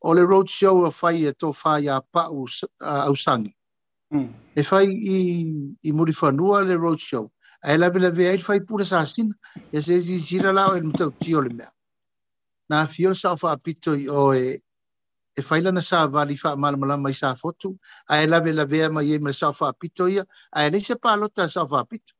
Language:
Samoan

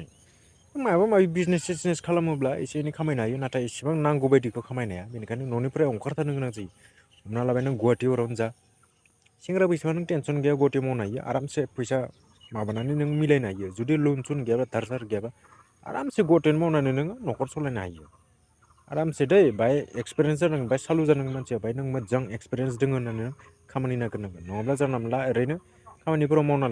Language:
Bodo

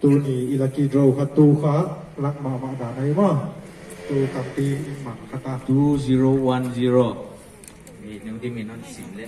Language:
Paite Chin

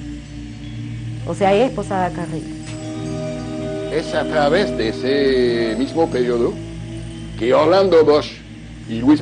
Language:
Spanish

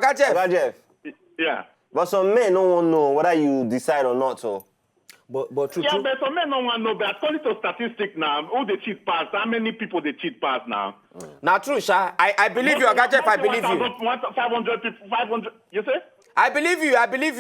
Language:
Nigerian Pidgin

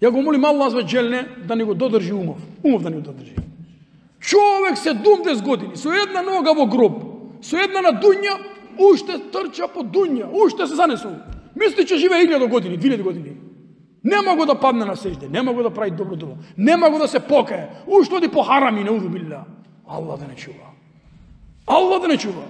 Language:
Macedonian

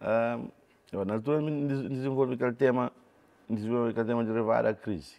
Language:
Kabuverdianu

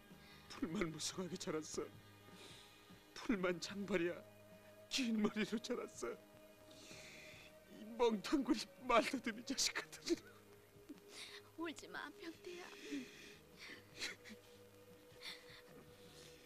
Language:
Korean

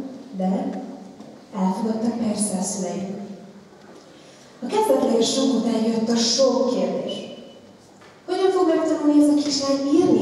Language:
Hungarian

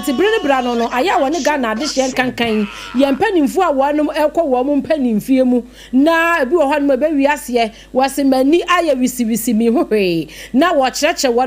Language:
Akan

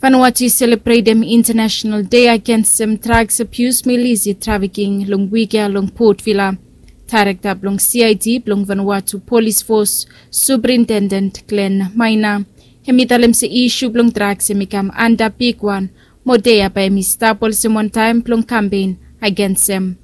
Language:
Bislama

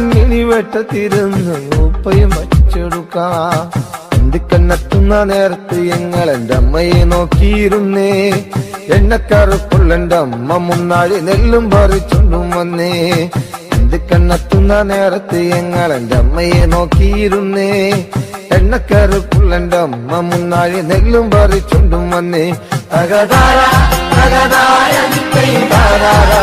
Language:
Malayalam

